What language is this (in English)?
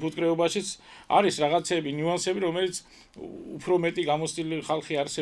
Georgian